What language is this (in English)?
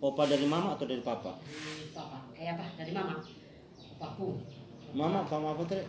Manado Malay